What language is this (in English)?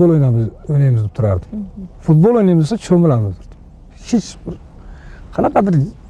Uzbek